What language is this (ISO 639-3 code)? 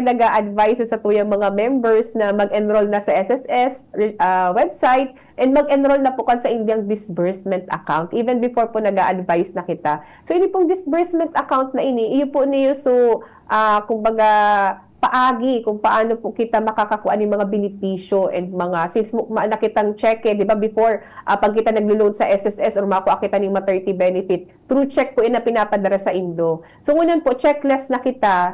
bik